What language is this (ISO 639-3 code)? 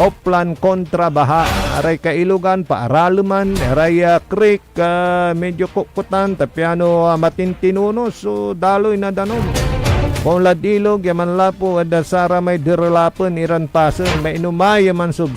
pag